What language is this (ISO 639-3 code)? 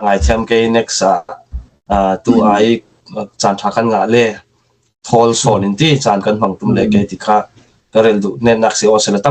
cfm